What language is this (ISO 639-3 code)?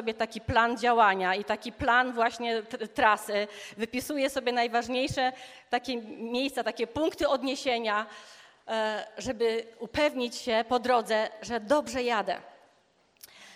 pol